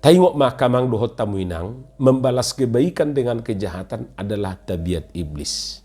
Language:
Batak Toba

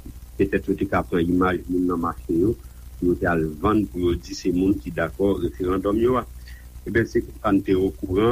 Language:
Haitian Creole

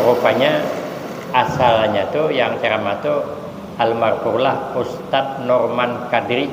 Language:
Banjar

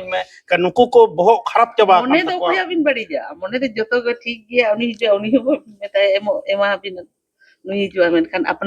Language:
Santali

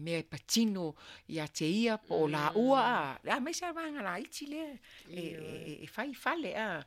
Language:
Samoan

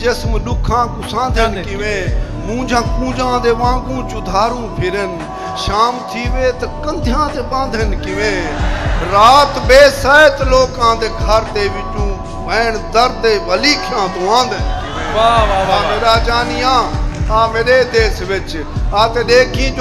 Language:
Saraiki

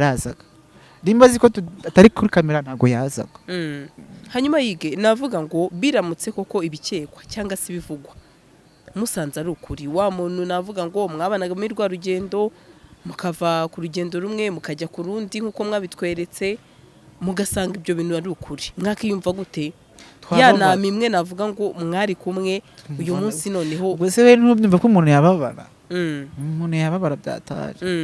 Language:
Kinyarwanda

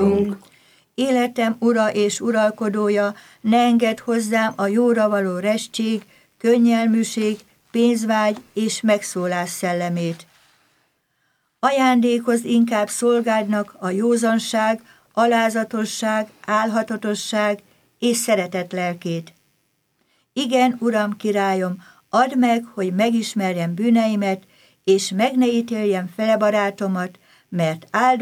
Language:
Hungarian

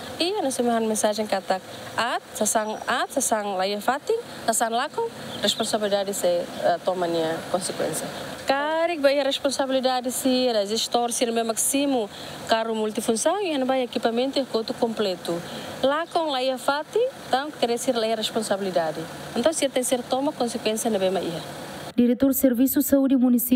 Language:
Tetum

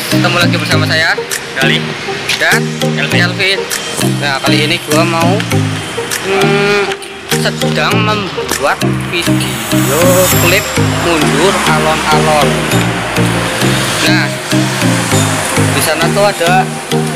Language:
Indonesian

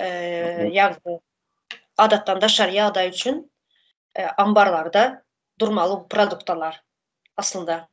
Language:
Turkmen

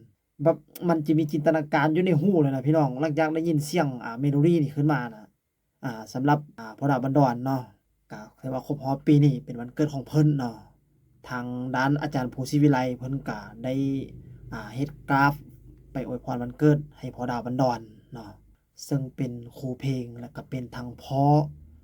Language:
Lao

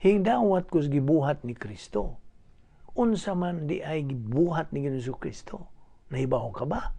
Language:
Cebuano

